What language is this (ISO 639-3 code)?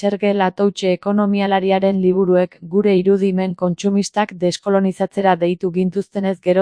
eus